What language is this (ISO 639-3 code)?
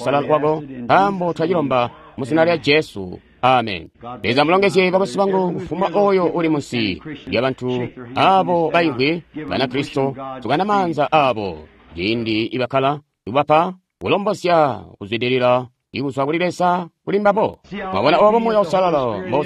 toi